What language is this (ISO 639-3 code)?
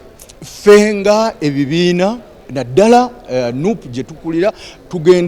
lug